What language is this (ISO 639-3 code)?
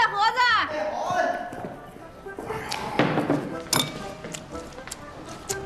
zho